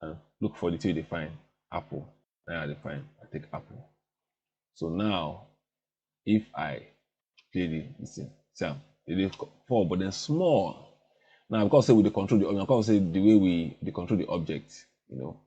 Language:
Nigerian Pidgin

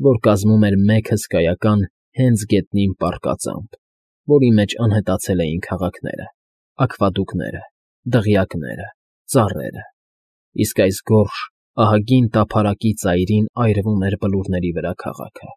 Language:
Armenian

